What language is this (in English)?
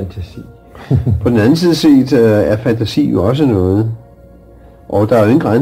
Danish